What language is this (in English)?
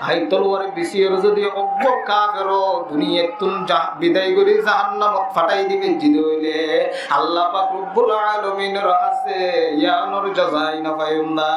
Rohingya